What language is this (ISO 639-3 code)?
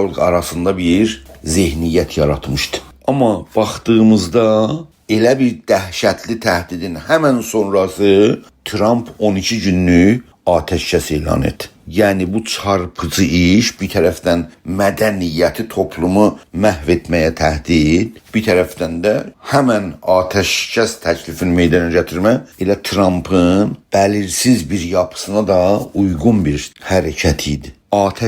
azb